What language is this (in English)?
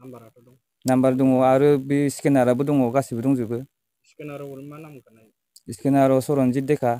Bodo